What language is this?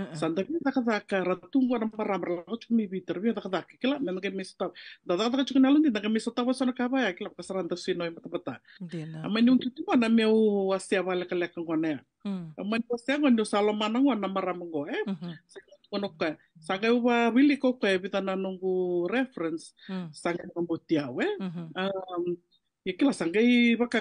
Fijian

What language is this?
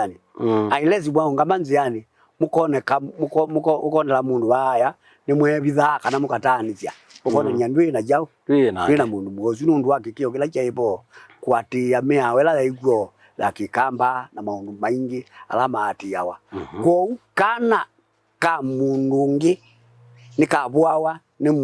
Kamba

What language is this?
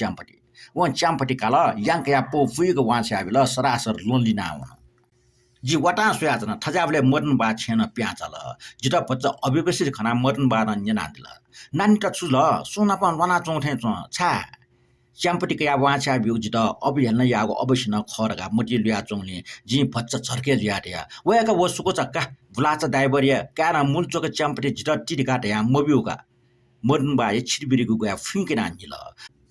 Newari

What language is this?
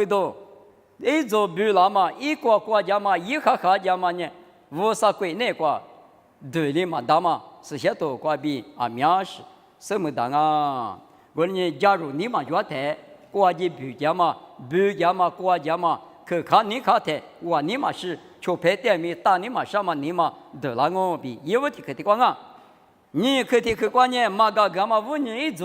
Lisu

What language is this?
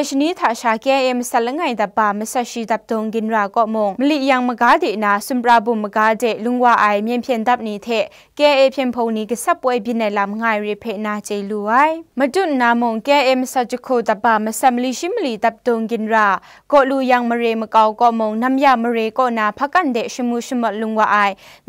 Kachin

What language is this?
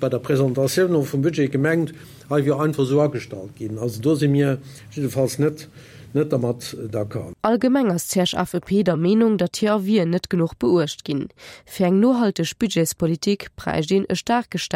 Luxembourgish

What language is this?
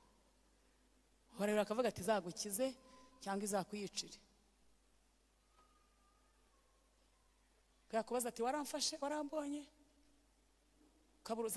Kinyarwanda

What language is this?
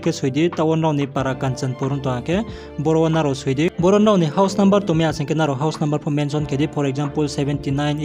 Riang (India)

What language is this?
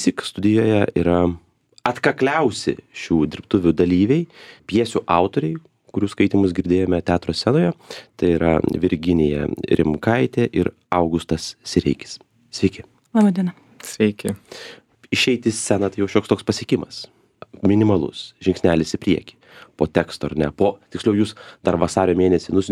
Lithuanian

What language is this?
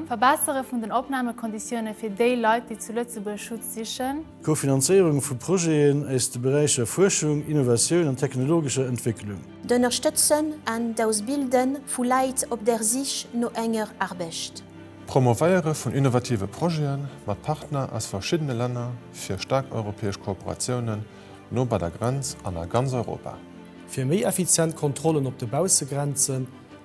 Luxembourgish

